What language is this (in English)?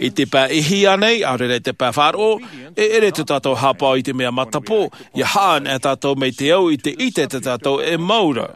Tahitian